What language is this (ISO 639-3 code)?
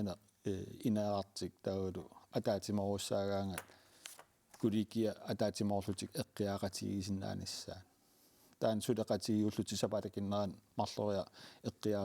kal